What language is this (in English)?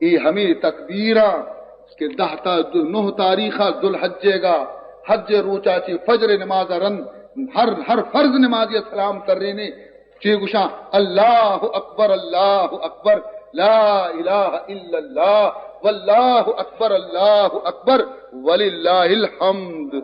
Baluchi